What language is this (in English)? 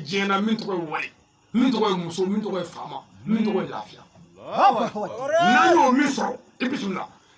Bambara